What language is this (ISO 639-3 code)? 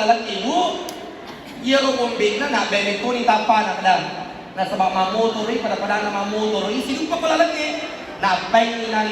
bug